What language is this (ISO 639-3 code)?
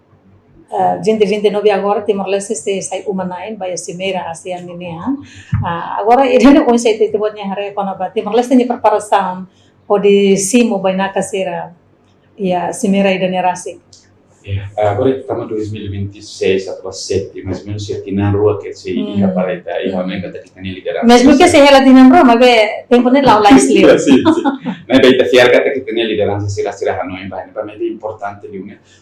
tet